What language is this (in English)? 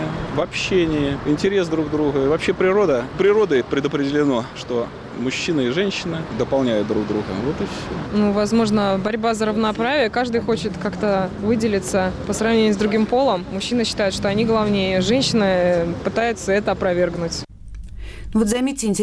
Russian